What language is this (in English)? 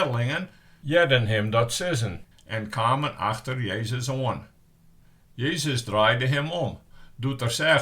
Western Frisian